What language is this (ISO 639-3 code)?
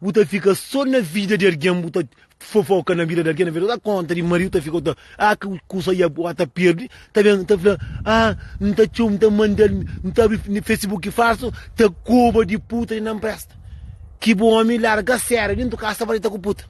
kea